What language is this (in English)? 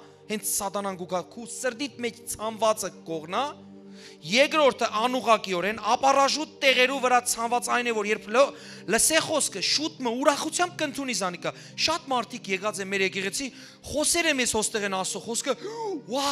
Western Armenian